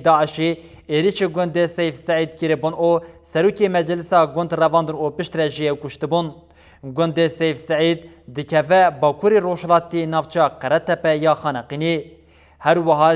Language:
Kurdish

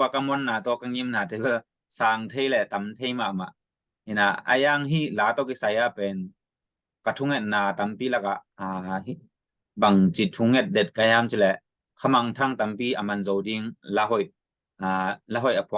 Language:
Tedim Chin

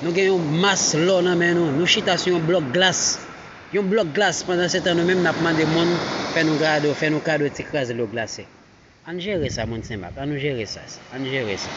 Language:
Haitian Creole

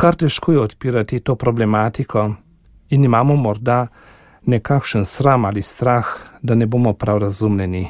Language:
Slovenian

